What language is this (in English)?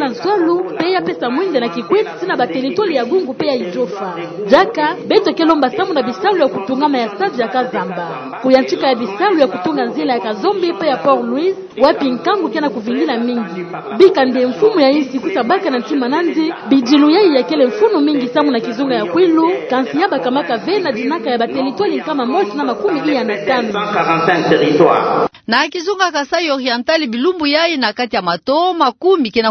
Kituba (Democratic Republic of Congo)